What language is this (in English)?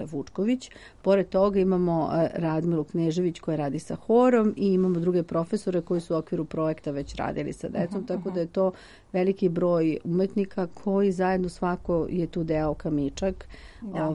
Serbian